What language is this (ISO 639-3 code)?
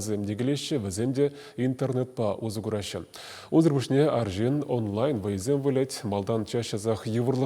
chv